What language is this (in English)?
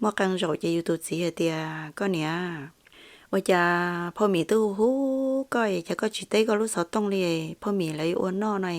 Hmong